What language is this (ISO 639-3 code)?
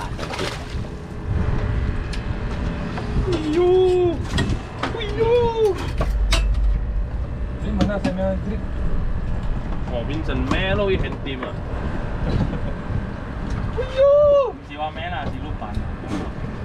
msa